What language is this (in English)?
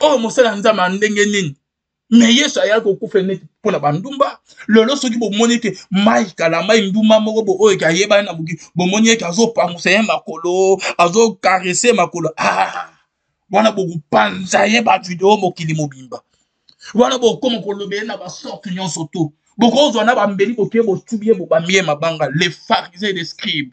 Lingala